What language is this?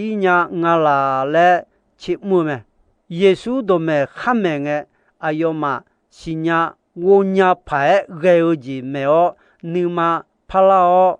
Akha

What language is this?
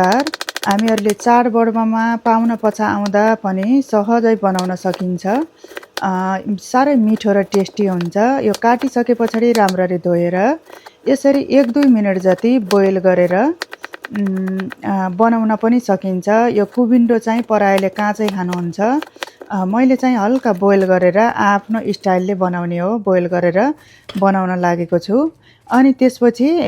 Nepali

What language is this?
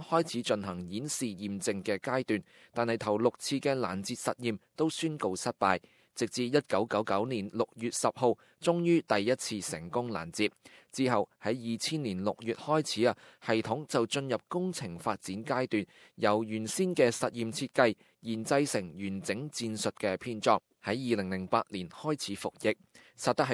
Cantonese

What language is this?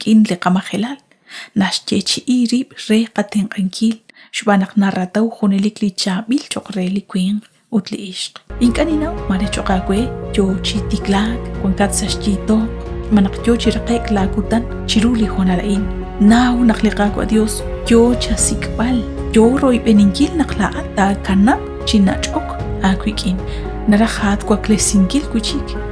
Kekchí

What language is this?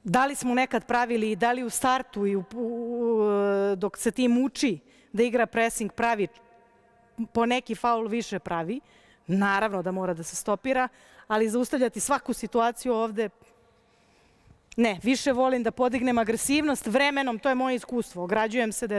Serbian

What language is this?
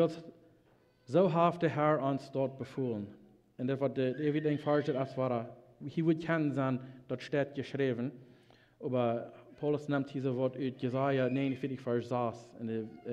Plautdietsch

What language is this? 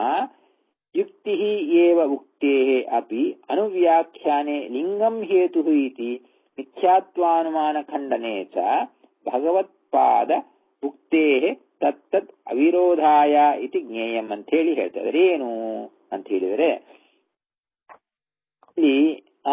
Kannada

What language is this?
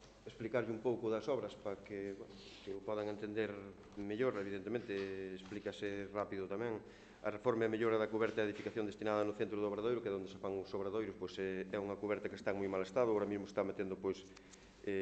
Galician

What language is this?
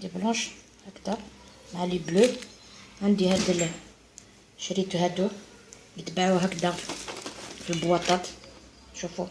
Algerian Arabic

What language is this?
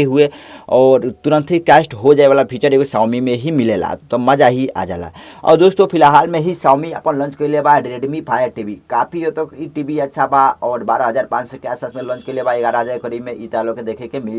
Bhojpuri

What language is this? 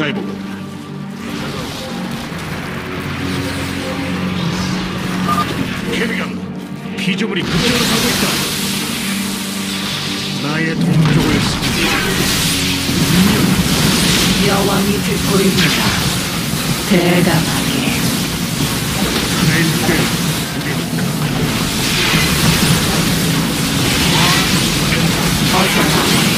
Korean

